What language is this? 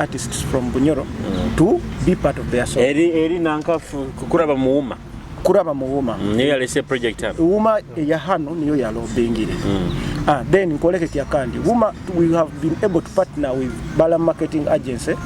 Nyoro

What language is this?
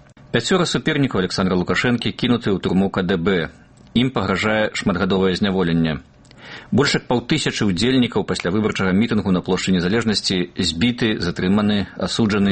Belarusian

